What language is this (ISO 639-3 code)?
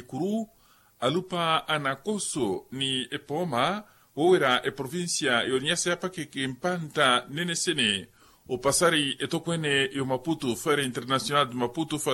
vmw